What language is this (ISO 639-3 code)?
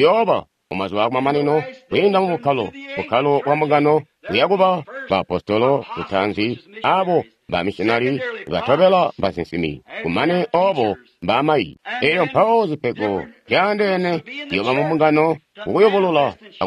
toi